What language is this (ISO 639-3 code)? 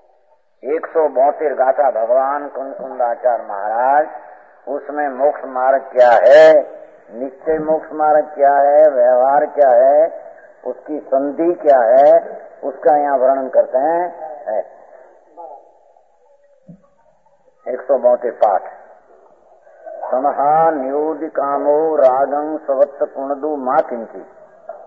hin